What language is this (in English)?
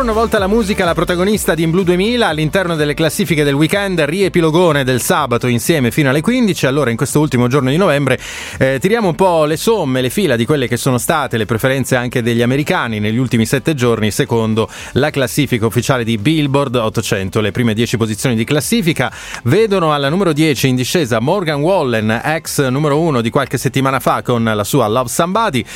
Italian